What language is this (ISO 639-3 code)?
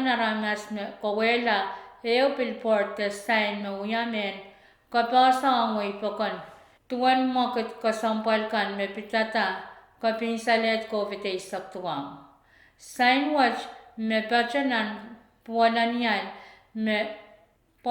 pon